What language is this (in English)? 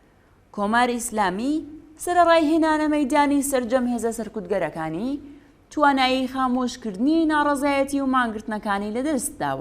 Central Kurdish